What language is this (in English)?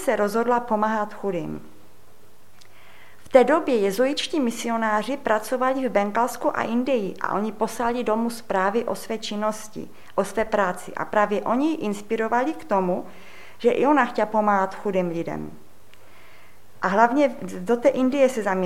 Czech